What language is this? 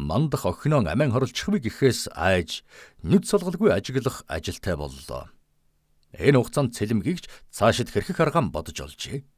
Mongolian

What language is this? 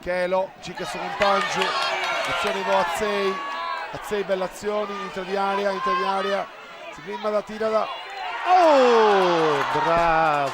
Sardinian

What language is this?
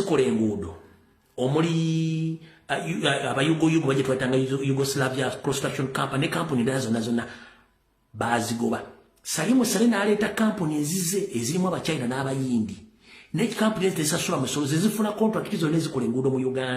Ganda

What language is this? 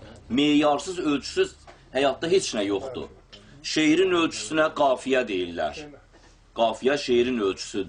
Azerbaijani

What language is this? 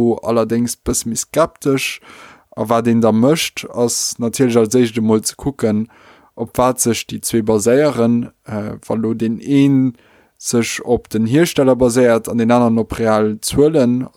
Luxembourgish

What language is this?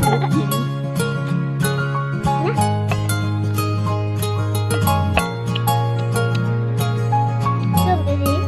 Lao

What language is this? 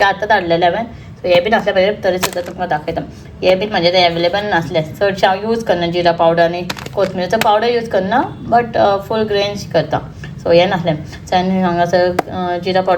Konkani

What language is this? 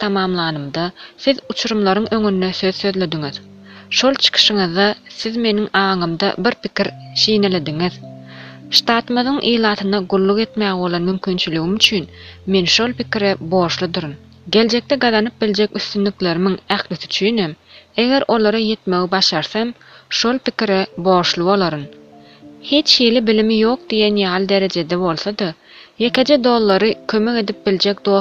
Turkmen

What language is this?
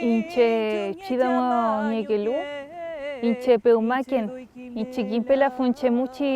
Mapuche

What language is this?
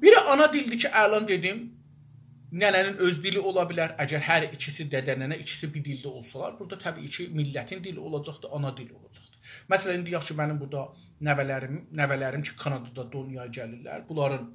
South Azerbaijani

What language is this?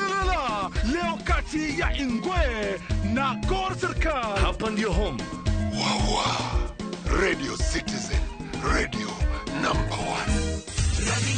Luo (Kenya and Tanzania)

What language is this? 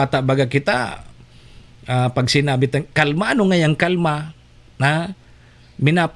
Bikol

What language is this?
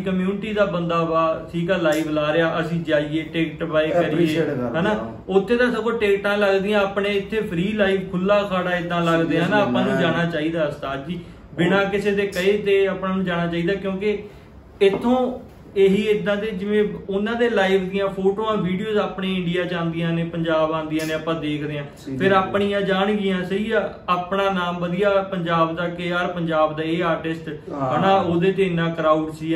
Punjabi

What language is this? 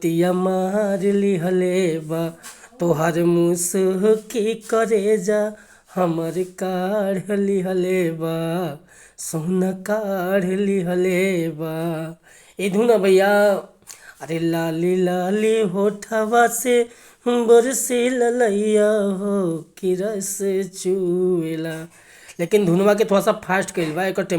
Bhojpuri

